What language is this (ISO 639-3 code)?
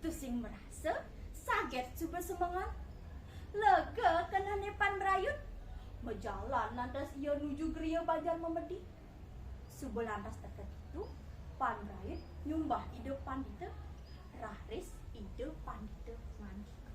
ban